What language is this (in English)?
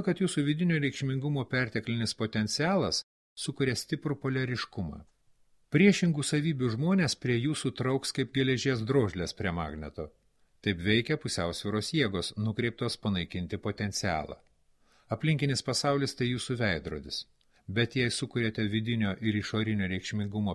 Lithuanian